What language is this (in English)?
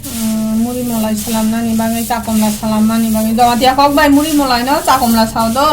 Kok Borok